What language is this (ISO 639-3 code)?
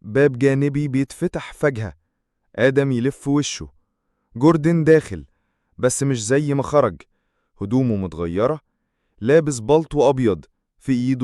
arz